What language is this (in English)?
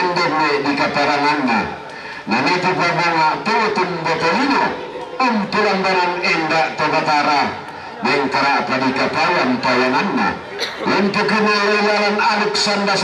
Toraja-Sa'dan